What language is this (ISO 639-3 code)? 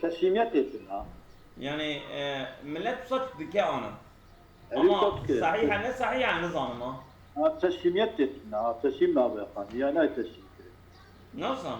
kur